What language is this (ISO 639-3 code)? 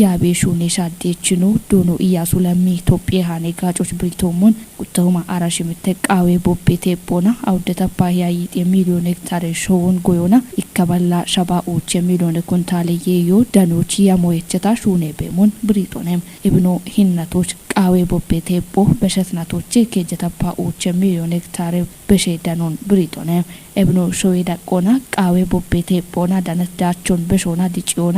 kbr